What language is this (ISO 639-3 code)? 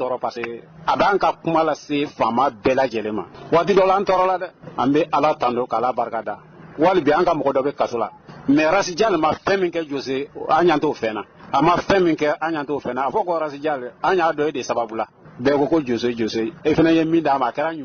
bam